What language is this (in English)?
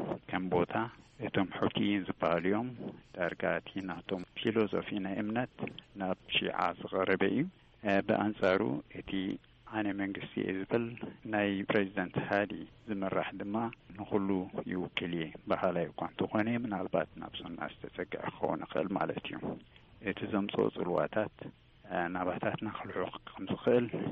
Tigrinya